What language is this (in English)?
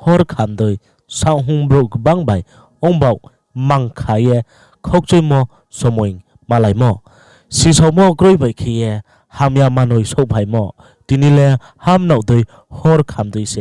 Riang (India)